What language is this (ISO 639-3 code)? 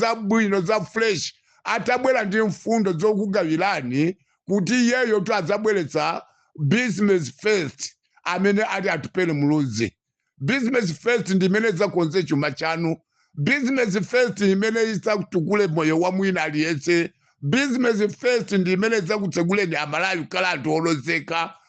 nya